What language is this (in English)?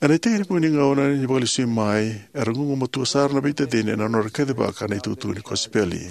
Fijian